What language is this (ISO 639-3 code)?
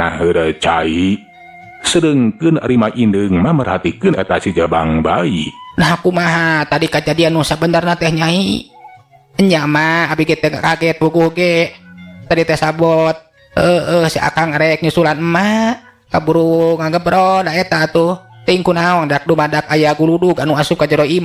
sun